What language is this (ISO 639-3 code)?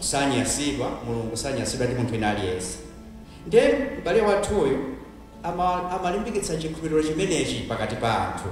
nya